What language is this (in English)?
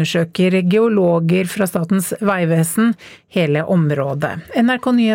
Norwegian